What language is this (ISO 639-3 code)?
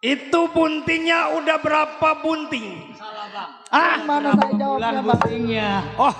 bew